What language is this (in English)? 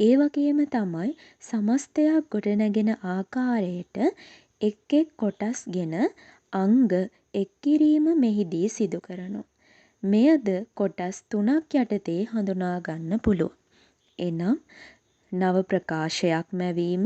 Sinhala